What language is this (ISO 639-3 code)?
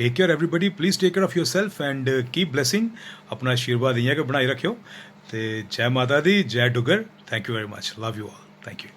doi